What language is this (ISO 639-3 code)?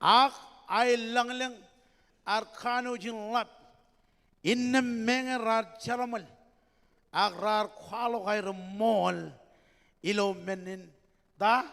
mah